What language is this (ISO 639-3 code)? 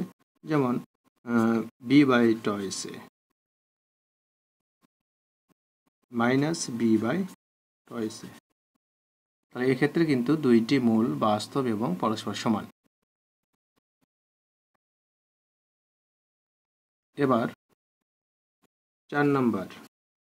ben